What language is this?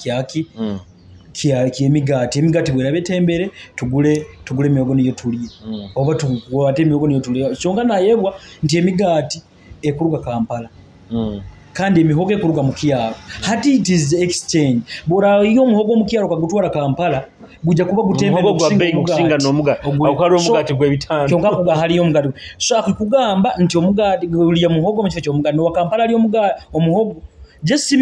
Nyoro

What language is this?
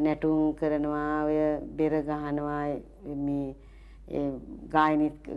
Sinhala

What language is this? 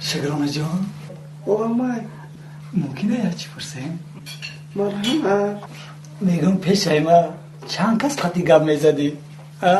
Tajik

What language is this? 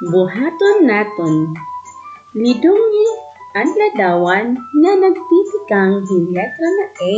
Waray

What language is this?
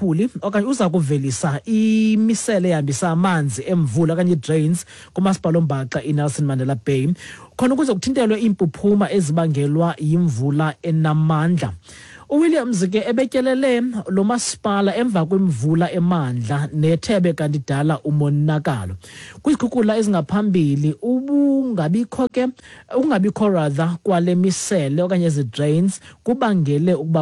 Xhosa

